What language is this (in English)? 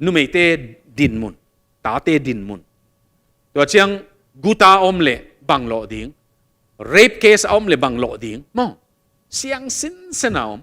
Tedim Chin